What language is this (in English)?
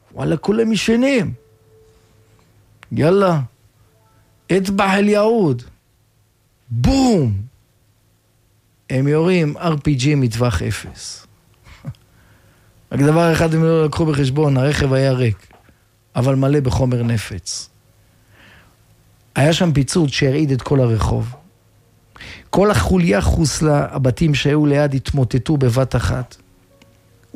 Hebrew